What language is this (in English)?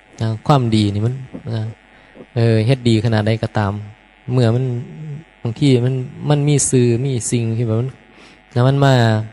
Northeastern Thai